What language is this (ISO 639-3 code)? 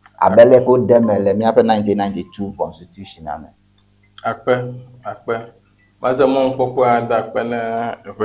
ewe